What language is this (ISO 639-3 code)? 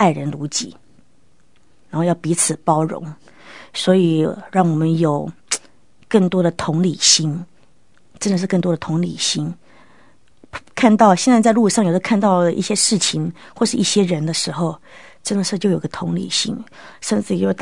zho